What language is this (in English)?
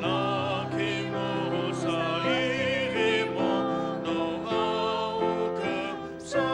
Sumi Naga